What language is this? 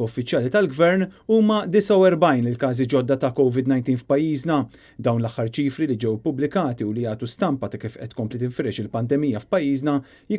Maltese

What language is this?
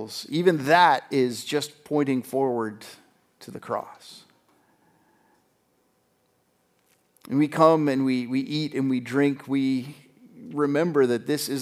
English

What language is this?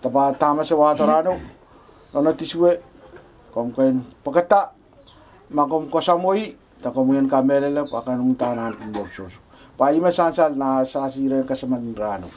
Pohnpeian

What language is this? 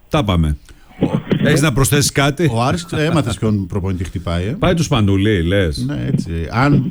Greek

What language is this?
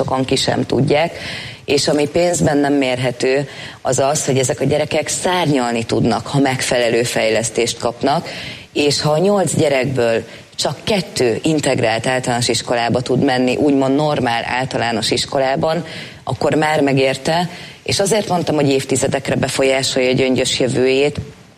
Hungarian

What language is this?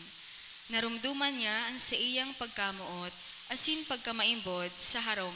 Bikol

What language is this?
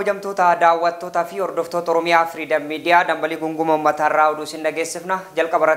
Oromo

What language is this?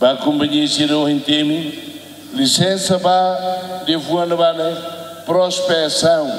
Tetum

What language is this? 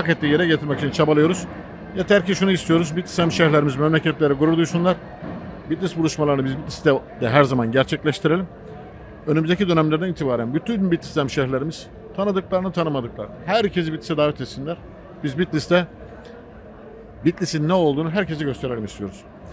Turkish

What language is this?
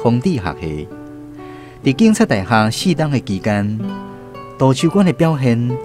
Min Nan Chinese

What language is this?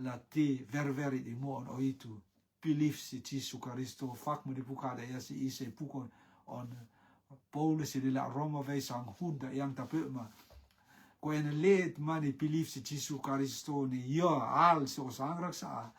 Rotuman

